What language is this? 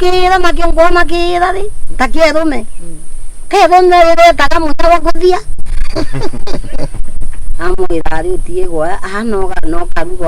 Meru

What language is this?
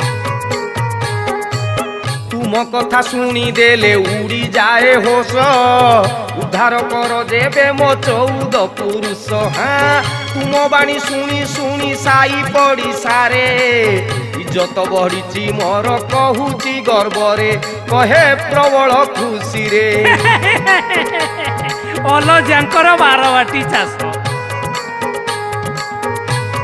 Odia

